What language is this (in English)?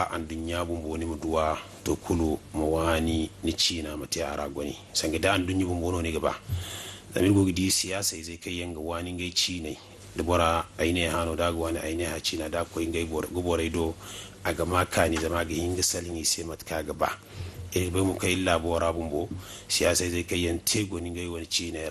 Zarma